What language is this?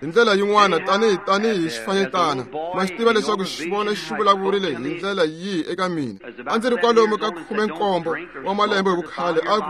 Tsonga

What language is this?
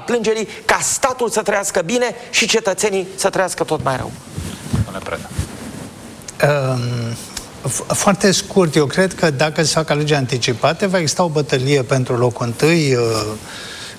Romanian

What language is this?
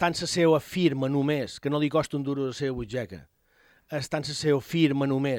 Catalan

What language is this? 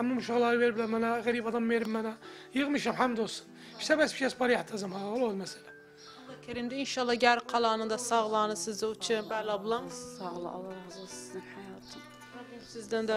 Turkish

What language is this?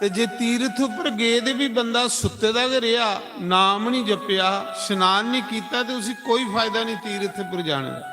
Dogri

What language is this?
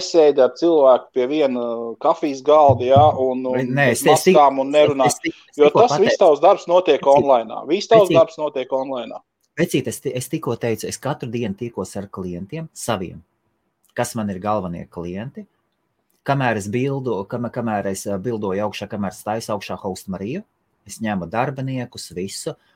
Latvian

